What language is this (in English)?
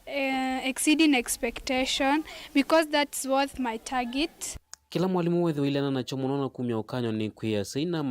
Kamba